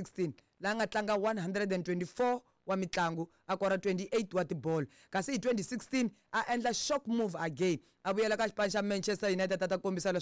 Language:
Tsonga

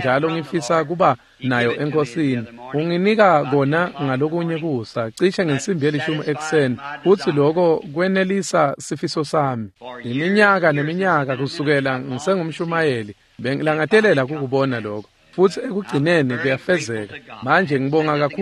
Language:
Swati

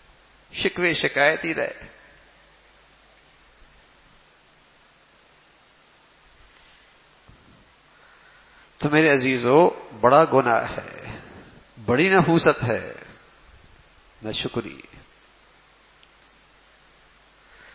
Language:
Urdu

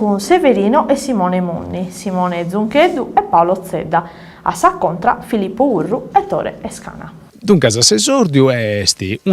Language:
Sardinian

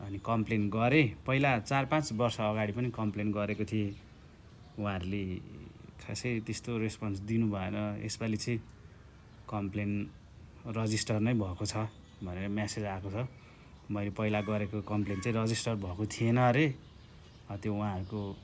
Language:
Nepali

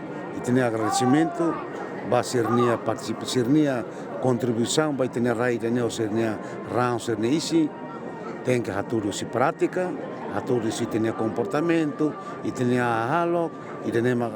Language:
Tetum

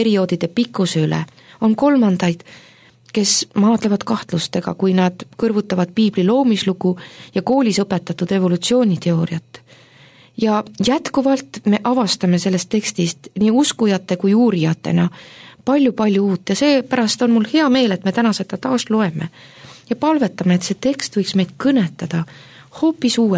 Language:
Estonian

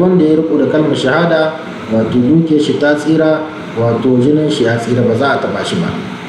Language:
Hausa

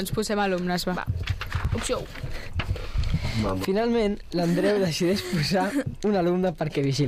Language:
Catalan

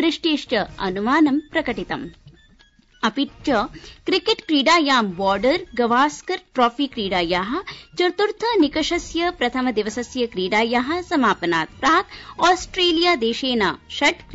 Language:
Sanskrit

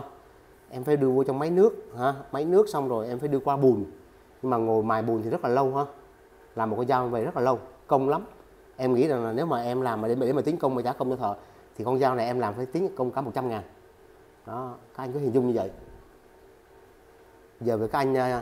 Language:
Vietnamese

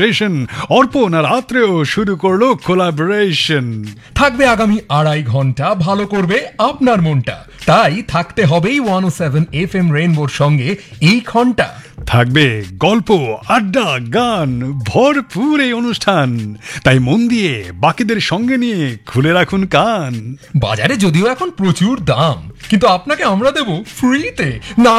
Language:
Bangla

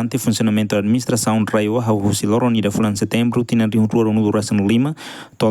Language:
Tetum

